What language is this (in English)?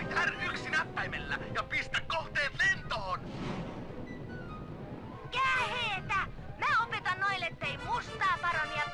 Finnish